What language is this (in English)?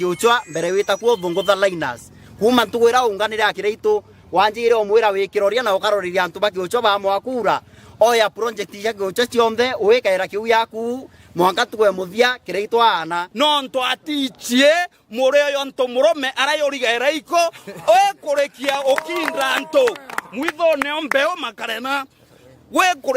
Meru